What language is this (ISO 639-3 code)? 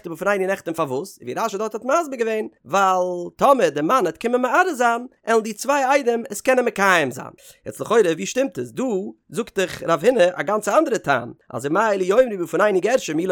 yid